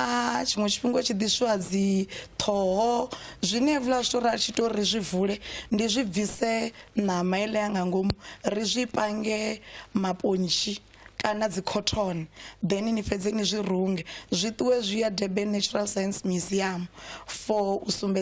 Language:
Venda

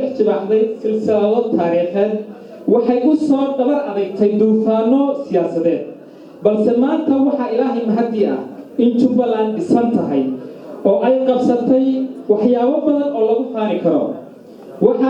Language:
Somali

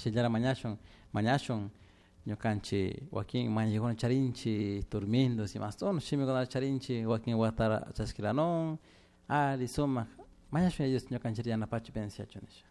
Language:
Chimborazo Highland Quichua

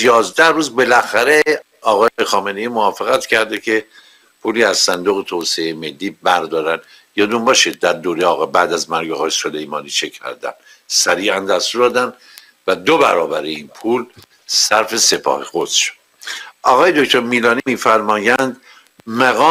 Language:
Persian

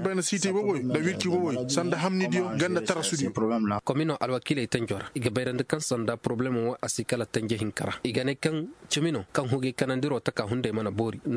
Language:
Koyraboro Senni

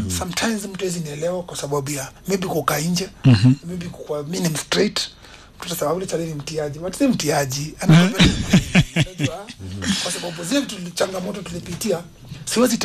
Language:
Swahili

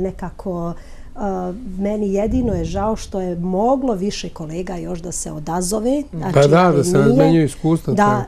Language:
Serbian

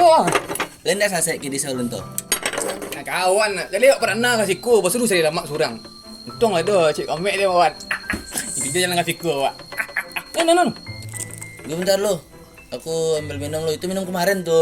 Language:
Minangkabau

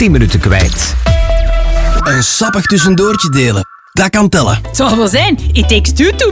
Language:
Dutch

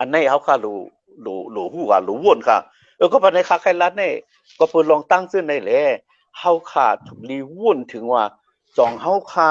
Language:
Shan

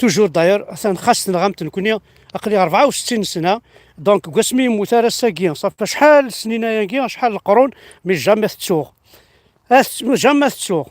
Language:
Kabyle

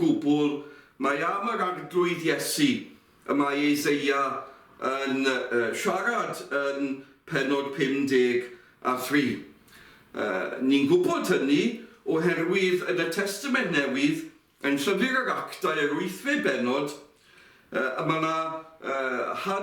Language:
Welsh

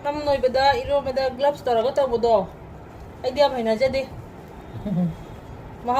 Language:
Manipuri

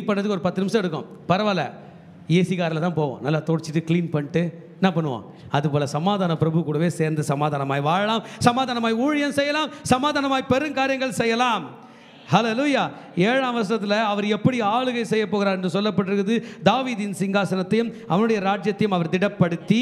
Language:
Tamil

